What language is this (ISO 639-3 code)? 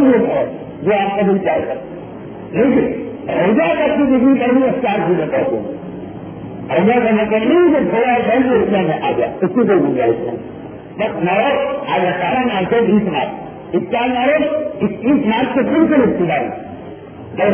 urd